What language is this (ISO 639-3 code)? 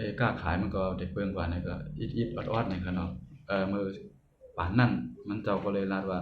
shn